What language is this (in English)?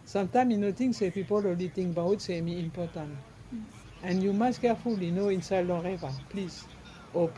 Bislama